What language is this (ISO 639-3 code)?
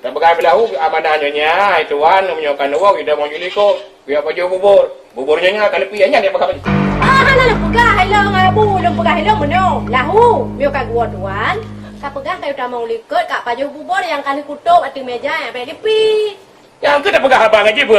ace